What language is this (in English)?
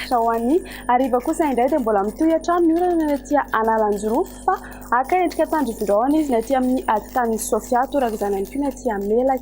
Malagasy